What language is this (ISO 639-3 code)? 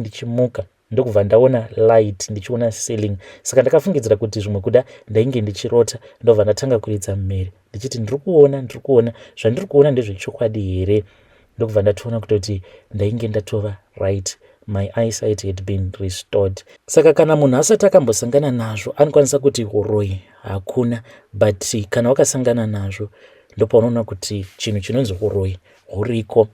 sna